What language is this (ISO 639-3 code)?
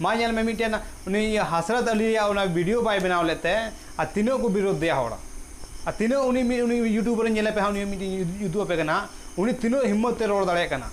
sat